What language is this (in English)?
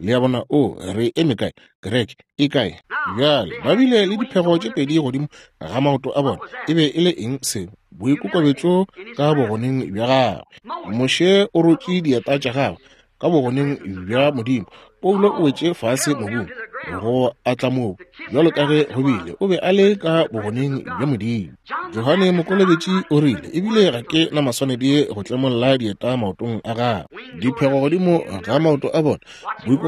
Northern Sotho